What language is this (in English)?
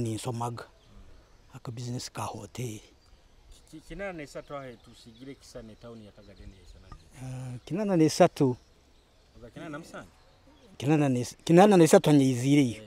Nyoro